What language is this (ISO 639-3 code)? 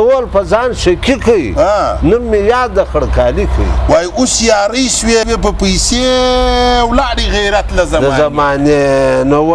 pus